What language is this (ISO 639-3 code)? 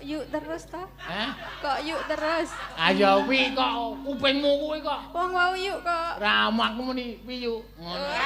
jav